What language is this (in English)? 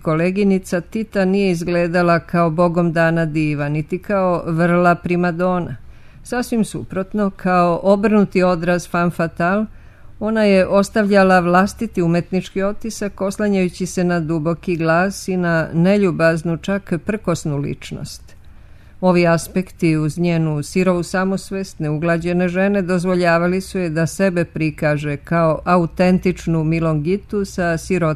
Serbian